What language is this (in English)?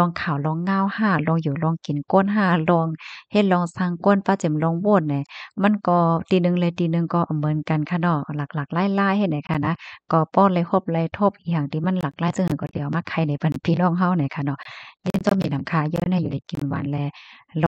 Shan